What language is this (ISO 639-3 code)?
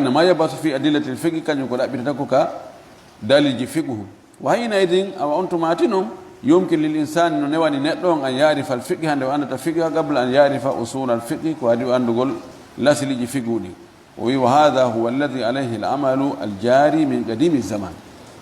ful